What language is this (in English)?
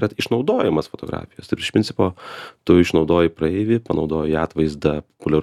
Lithuanian